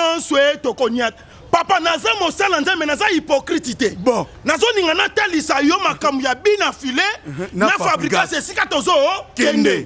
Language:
Lingala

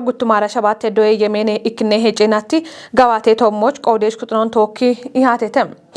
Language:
Kafa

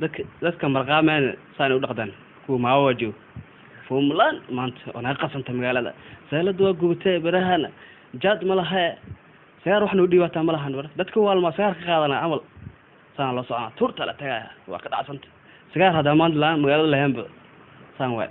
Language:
Somali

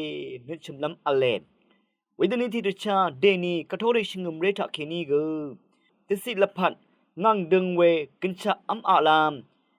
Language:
Rawang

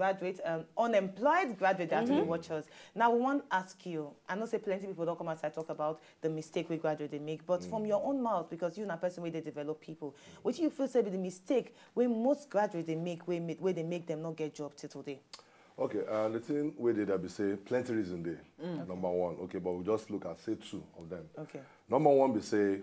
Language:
Nigerian Pidgin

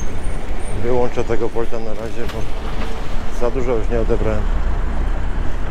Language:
Polish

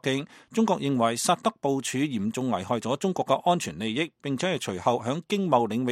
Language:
Cantonese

